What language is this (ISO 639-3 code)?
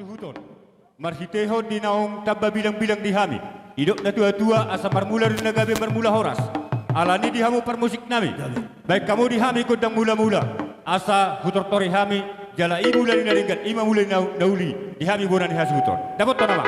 bbc